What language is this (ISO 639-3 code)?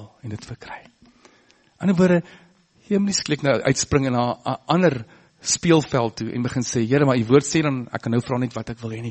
afr